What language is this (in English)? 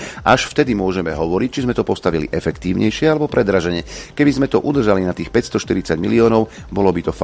Slovak